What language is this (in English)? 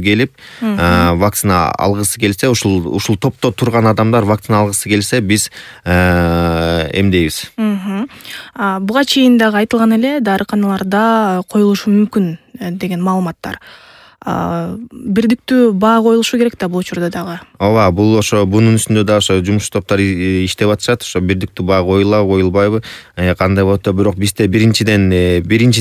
Kyrgyz